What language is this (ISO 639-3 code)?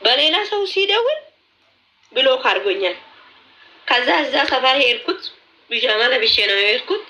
amh